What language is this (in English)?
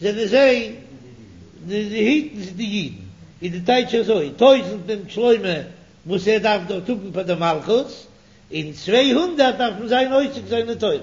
Yiddish